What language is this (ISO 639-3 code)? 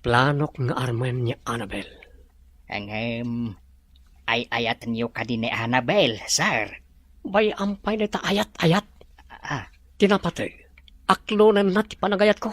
ilo